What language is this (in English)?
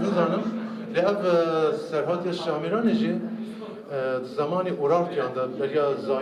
Kurdish